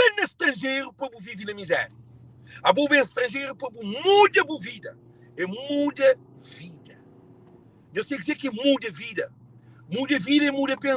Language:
Kabuverdianu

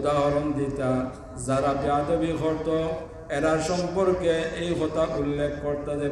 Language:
Sylheti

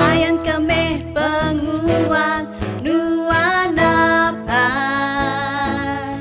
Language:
Iban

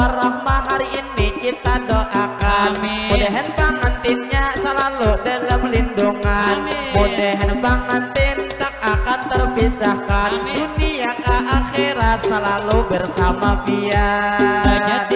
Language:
Banjar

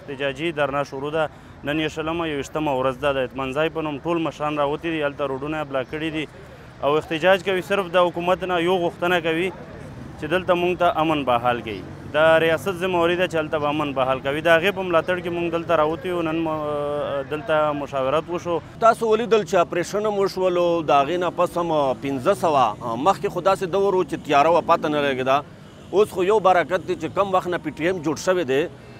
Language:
Pashto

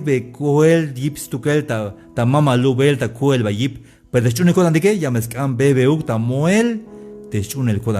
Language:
Tzeltal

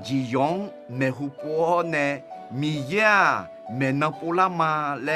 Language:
Akha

